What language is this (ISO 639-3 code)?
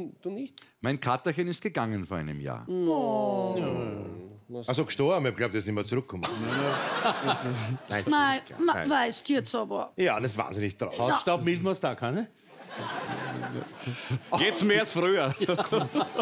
deu